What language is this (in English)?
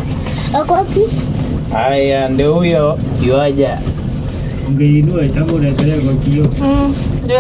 Swahili